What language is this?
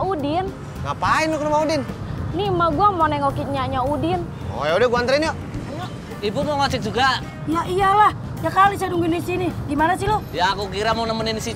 Betawi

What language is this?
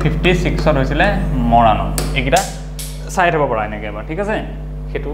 Assamese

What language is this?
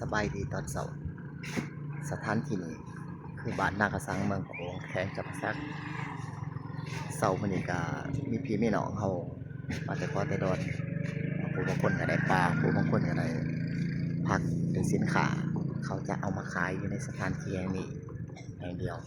Lao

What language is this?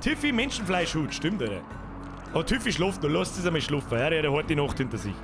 Bavarian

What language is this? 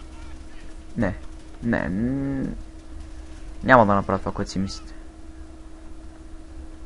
Bulgarian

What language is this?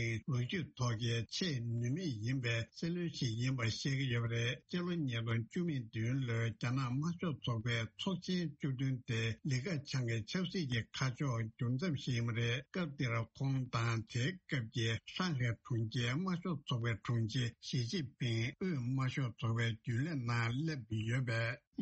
Tibetan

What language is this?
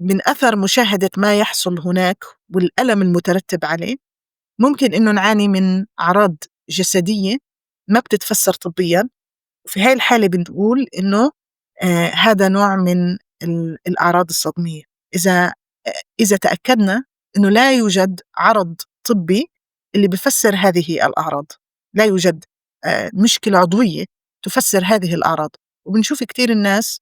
North Levantine Arabic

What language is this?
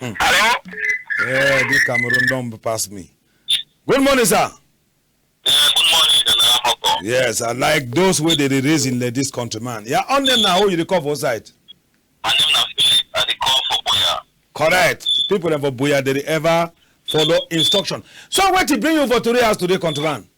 Cameroon Pidgin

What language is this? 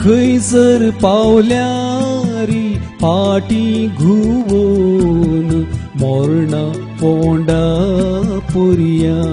Konkani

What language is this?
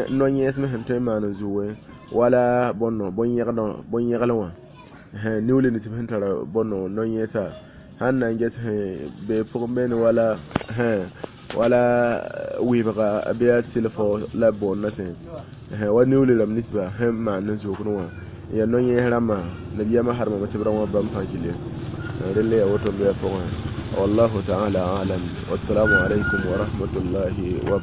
Mossi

